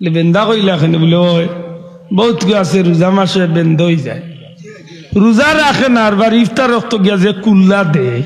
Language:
Sylheti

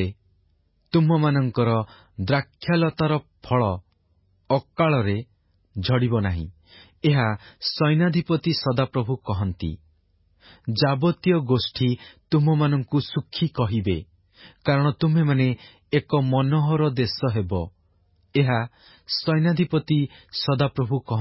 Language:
Odia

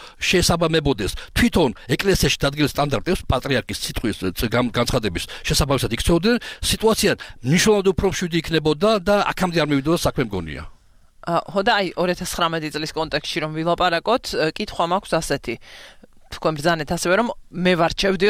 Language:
Georgian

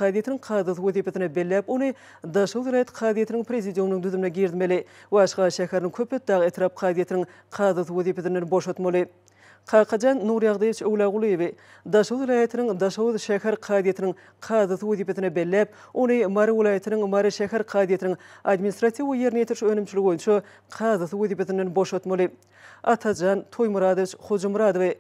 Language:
Turkmen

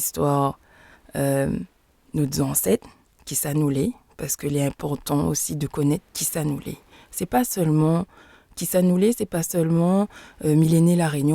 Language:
Réunion Creole French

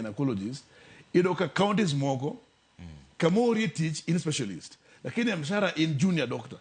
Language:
Luo (Kenya and Tanzania)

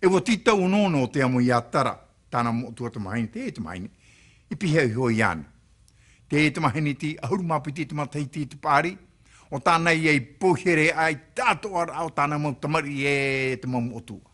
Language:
Tahitian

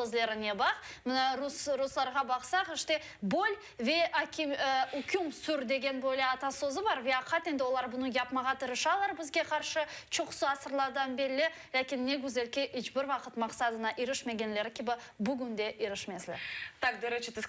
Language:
Crimean Tatar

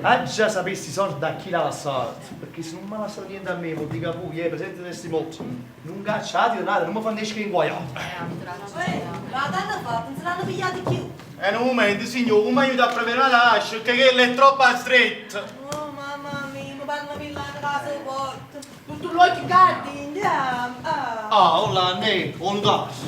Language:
Neapolitan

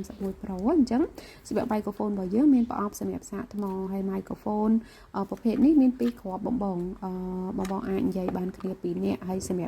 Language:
Khmer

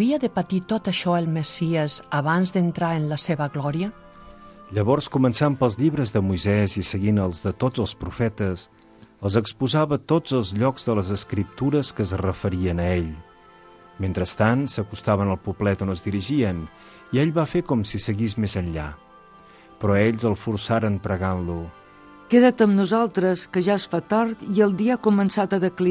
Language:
Catalan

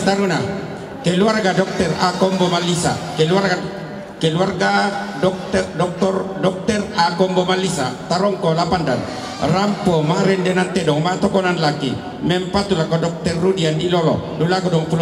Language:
Toraja-Sa'dan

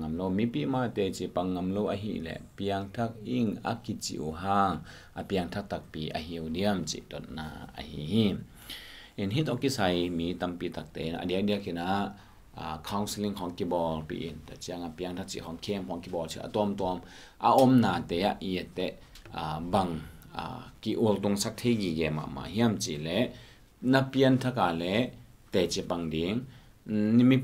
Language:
Tedim Chin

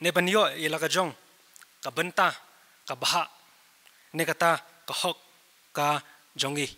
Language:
Khasi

